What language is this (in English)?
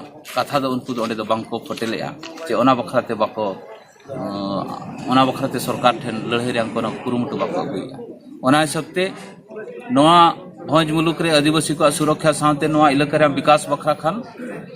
Santali